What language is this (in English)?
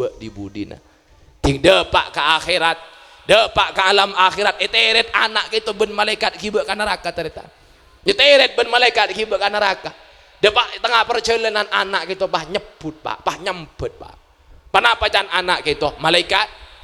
Madurese